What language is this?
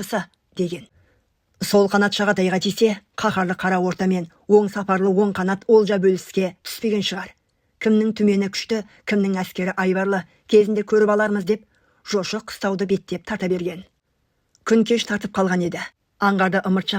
Kazakh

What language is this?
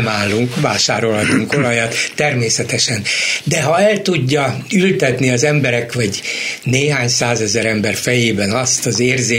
Hungarian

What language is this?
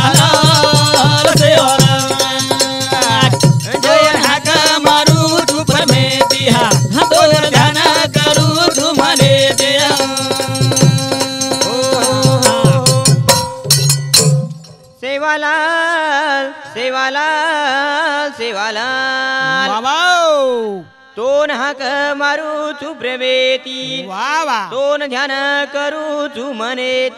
Lambadi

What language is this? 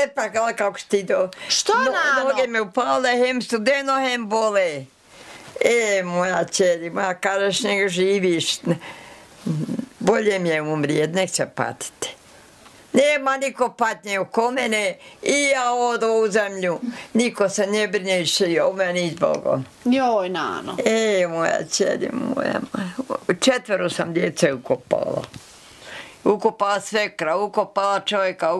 Bosnian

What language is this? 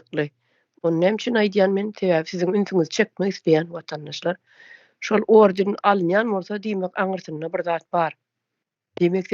Turkmen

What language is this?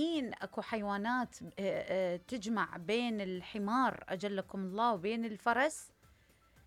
Mesopotamian Arabic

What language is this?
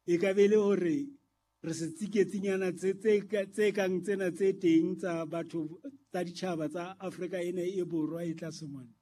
Southern Sotho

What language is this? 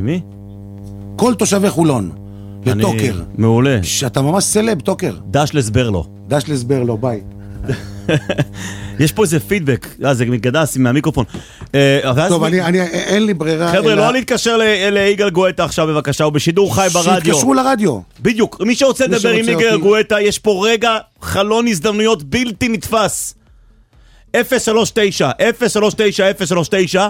Hebrew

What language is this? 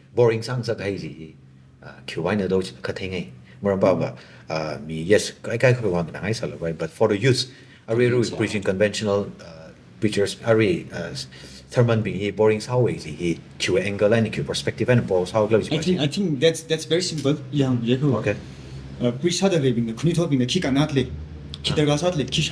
Tangkhul Naga (India)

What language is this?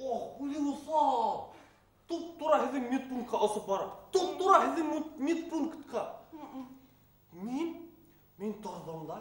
Bashkir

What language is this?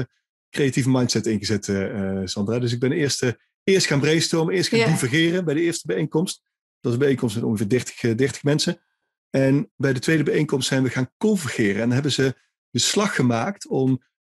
Dutch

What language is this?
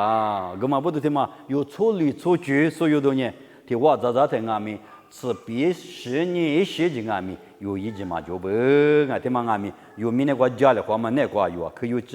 Lisu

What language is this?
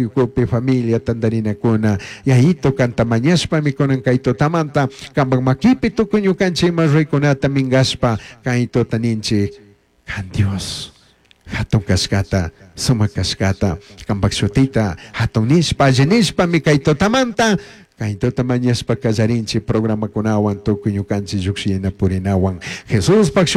Chimborazo Highland Quichua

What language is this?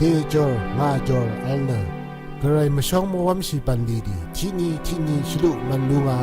Rawang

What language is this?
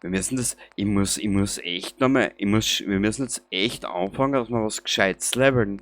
Bavarian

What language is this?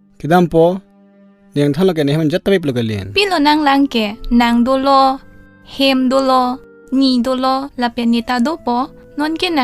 Karbi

